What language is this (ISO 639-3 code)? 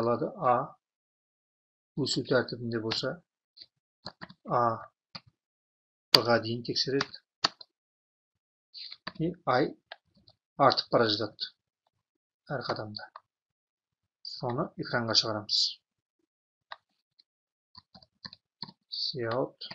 kaz